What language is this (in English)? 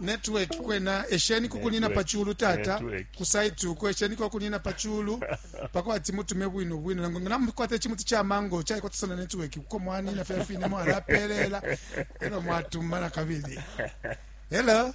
Bemba